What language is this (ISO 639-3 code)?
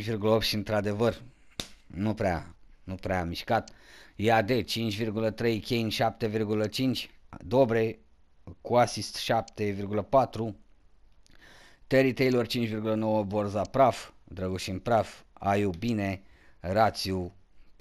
ron